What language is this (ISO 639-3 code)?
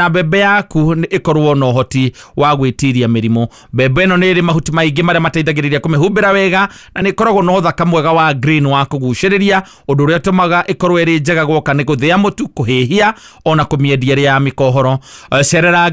kik